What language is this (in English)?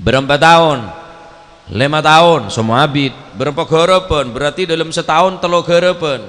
Madurese